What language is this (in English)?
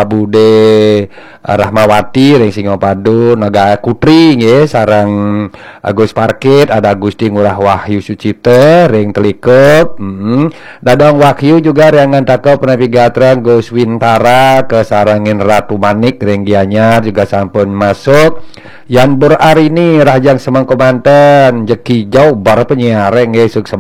Balinese